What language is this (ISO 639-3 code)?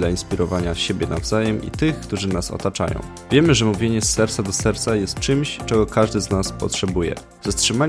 pol